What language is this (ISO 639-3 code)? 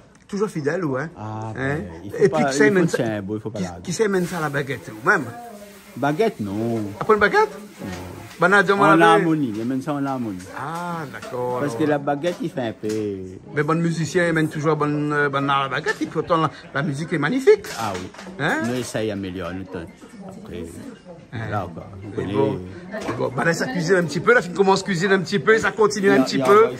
rcf